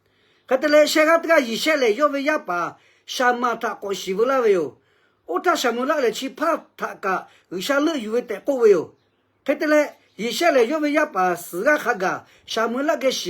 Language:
Lahu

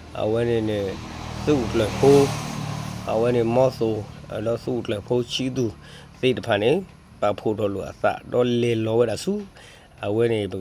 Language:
S'gaw Karen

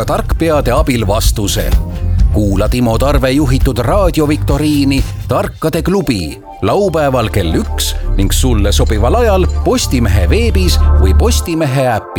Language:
Estonian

